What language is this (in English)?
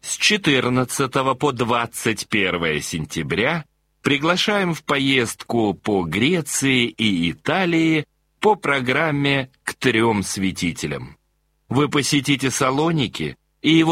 Russian